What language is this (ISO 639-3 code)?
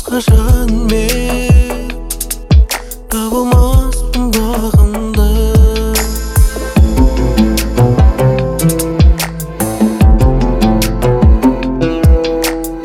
kaz